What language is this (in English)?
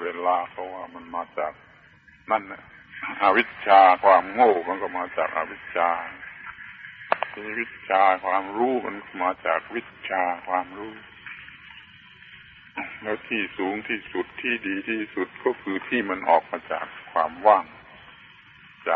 Thai